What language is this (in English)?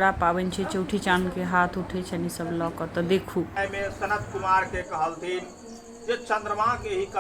Maithili